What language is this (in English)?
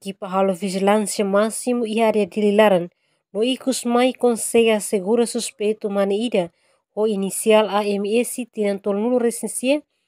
Tetum